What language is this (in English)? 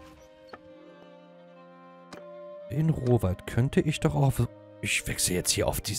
German